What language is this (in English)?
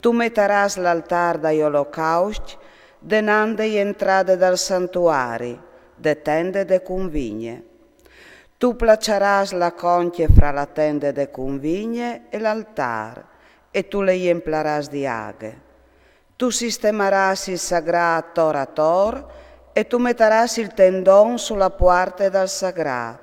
Friulian